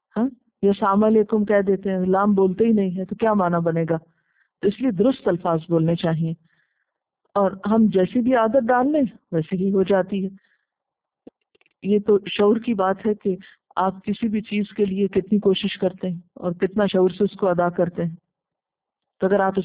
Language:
Urdu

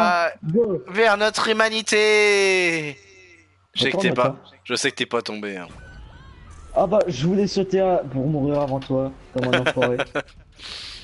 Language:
French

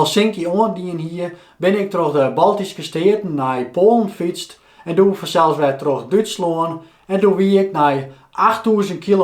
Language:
Western Frisian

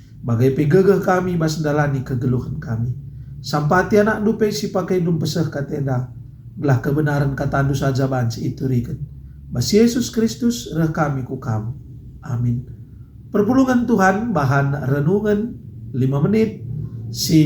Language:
Batak Karo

